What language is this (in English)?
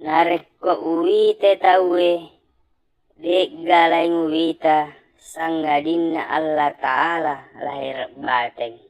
Buginese